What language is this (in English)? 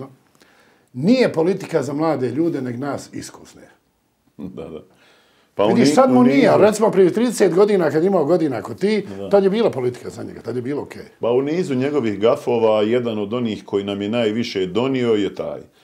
Bosnian